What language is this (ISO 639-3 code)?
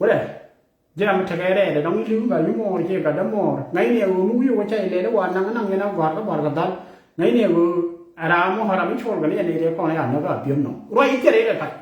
nus